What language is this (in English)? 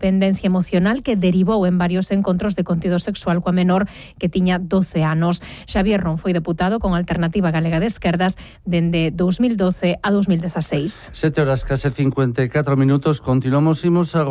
Galician